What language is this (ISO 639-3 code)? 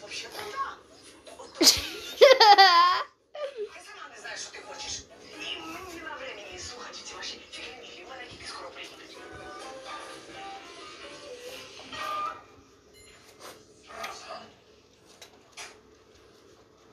ukr